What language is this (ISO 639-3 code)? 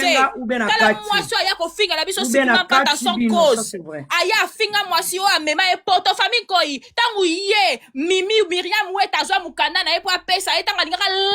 lin